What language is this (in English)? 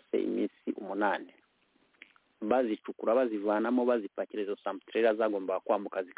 Kinyarwanda